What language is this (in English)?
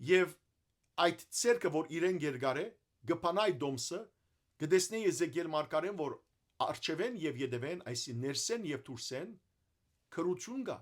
Western Armenian